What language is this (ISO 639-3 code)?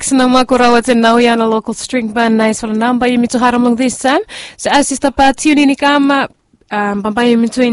bis